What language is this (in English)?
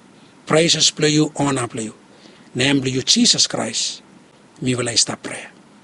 Bislama